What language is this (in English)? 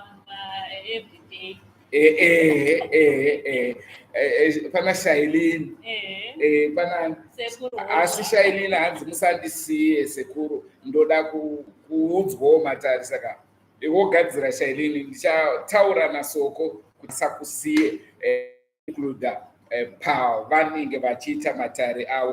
Shona